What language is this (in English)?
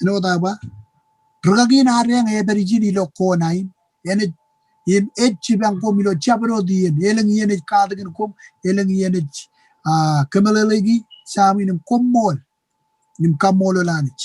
Marshallese